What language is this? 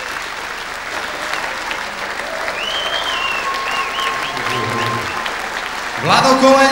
Slovak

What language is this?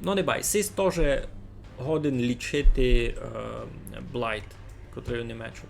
Rusyn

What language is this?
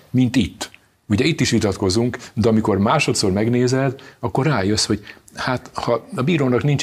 Hungarian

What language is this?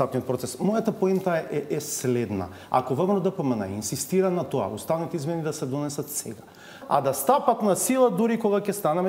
Macedonian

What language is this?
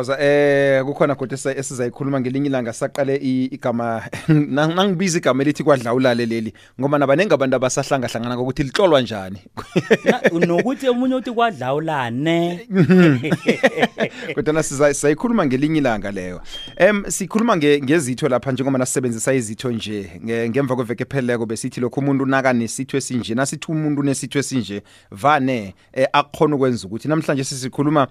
South Ndebele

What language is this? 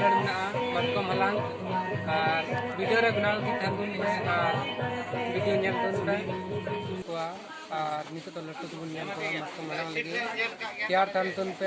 Santali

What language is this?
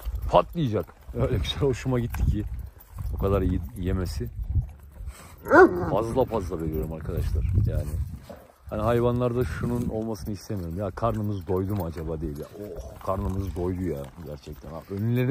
Turkish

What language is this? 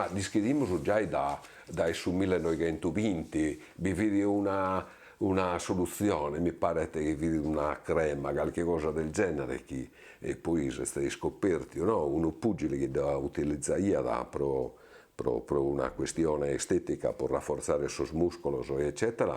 Sardinian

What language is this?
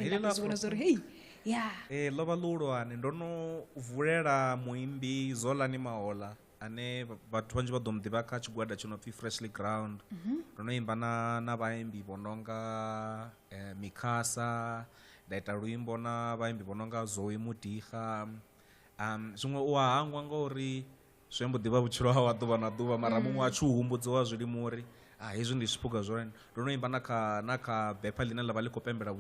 Venda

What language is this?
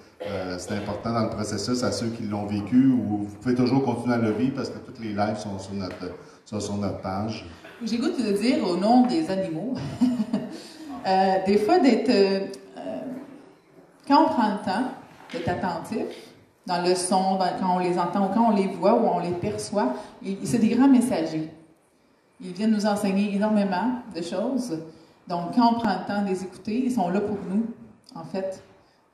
French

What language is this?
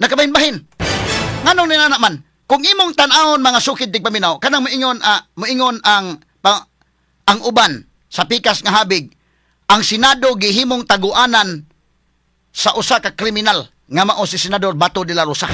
Cebuano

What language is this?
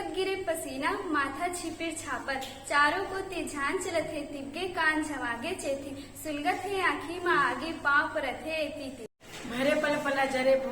Chhattisgarhi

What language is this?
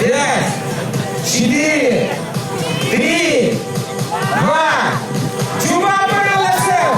Chuvash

